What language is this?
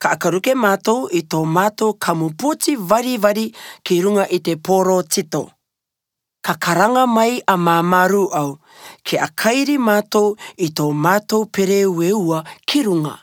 Latvian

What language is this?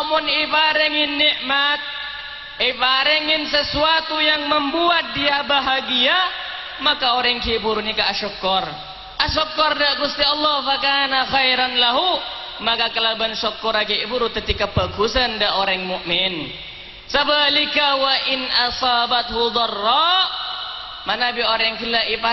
Madurese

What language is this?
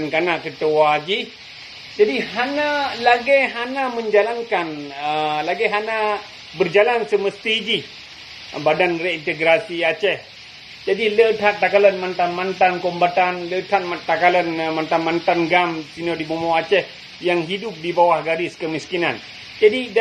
Achinese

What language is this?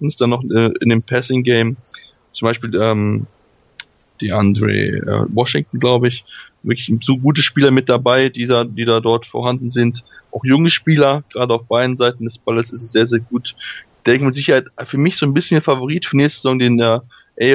German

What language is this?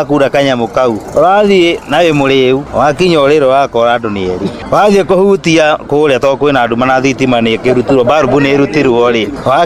Kikuyu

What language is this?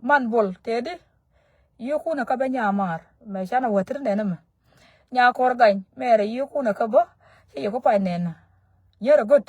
Nuer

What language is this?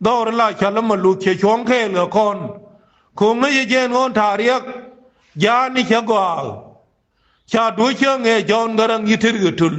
Nuer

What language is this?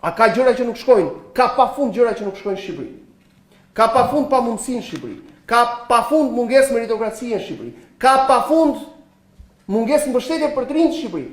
Albanian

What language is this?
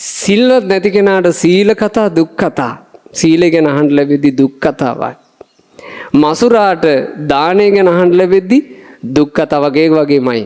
Sinhala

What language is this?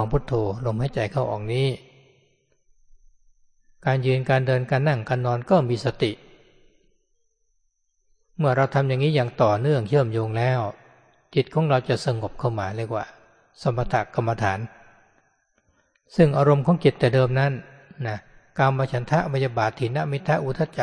Thai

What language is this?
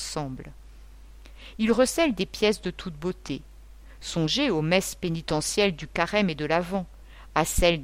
French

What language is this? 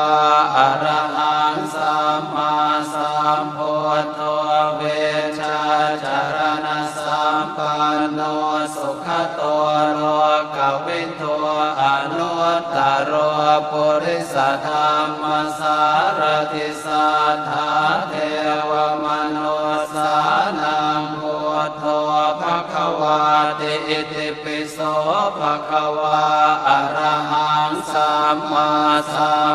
Pali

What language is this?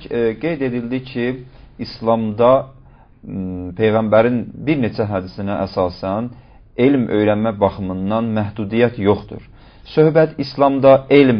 Azerbaijani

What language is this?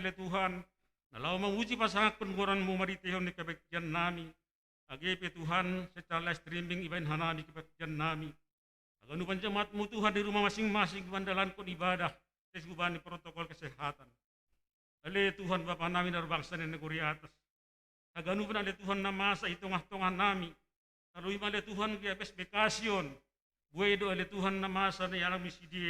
Batak Simalungun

